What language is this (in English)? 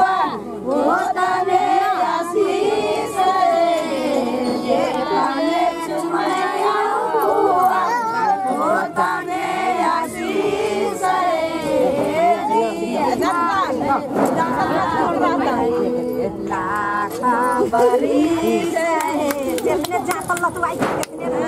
Bhojpuri